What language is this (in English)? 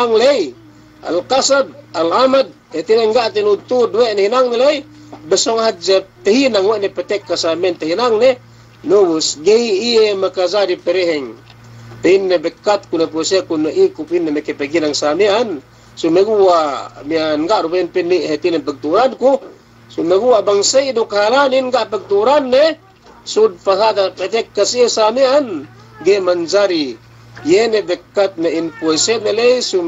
Yakan